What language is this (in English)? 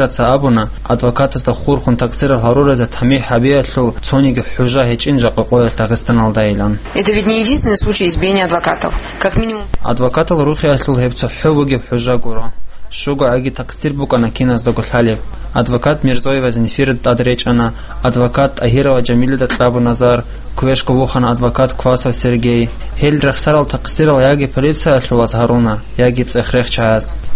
Avaric